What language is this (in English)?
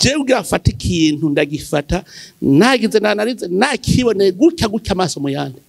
Rundi